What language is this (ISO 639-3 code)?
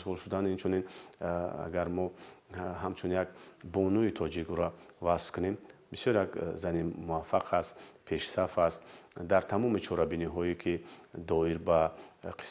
tgk